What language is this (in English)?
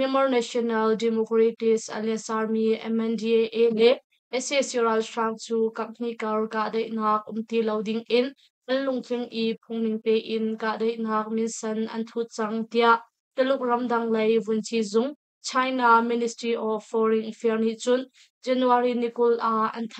Hakha Chin